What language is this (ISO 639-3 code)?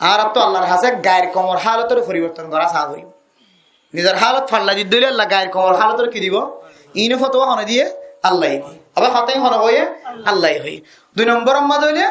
rhg